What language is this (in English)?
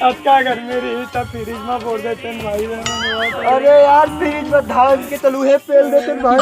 Chhattisgarhi